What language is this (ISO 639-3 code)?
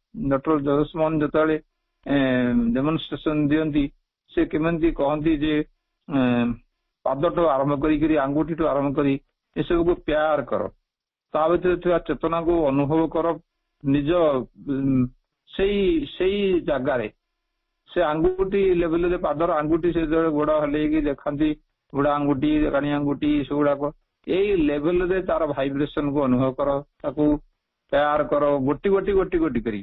ori